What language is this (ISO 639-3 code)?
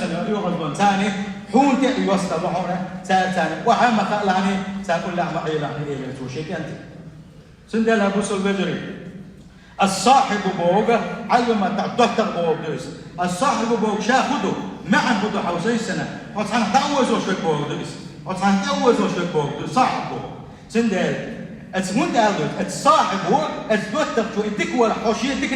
che